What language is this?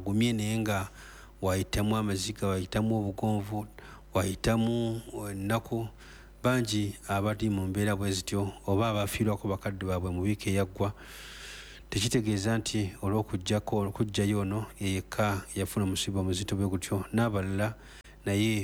Ganda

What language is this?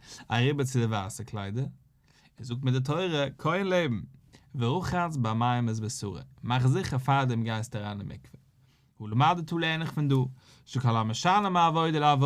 Yiddish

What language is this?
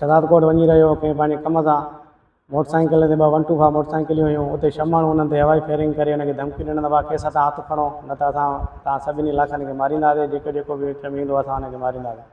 Sindhi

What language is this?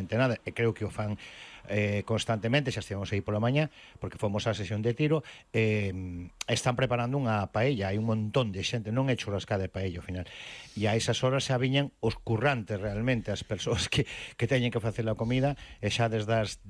Galician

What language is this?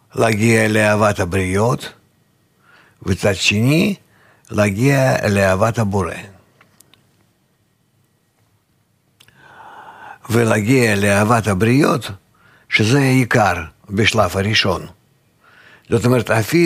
Hebrew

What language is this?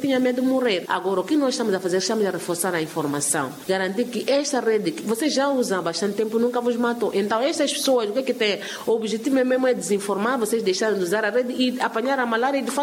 Makhuwa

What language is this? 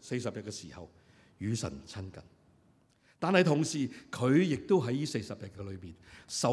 Cantonese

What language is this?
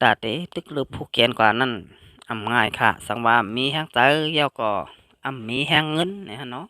Shan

